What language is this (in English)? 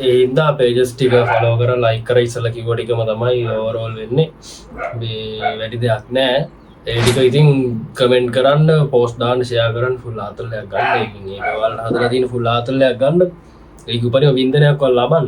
Sinhala